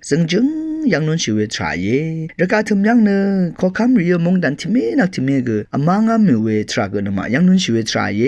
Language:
Rawang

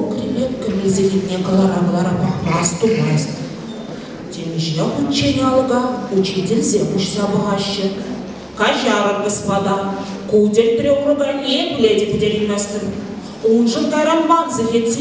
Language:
Chuvash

